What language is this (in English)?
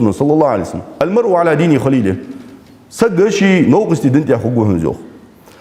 Ingush